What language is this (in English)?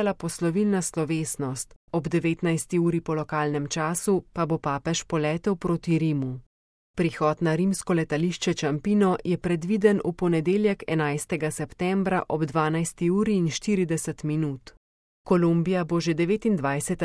Slovenian